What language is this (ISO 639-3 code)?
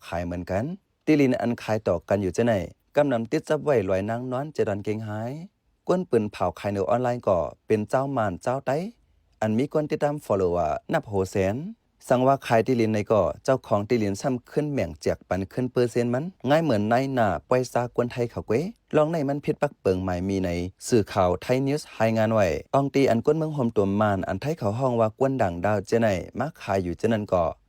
shn